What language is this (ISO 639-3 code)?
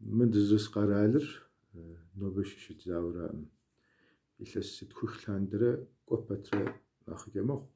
kbd